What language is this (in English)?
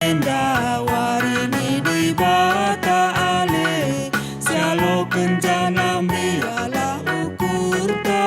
Batak Karo